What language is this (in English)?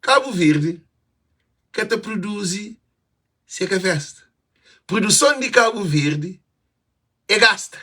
Kabuverdianu